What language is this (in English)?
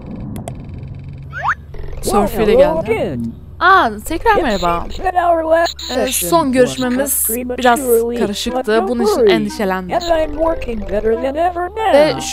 Turkish